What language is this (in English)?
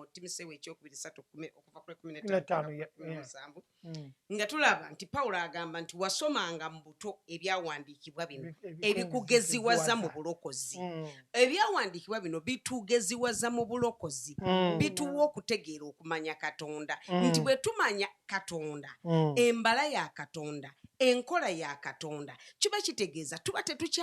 Ganda